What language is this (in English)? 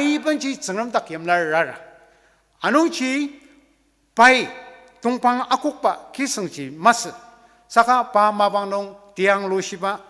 Ao Naga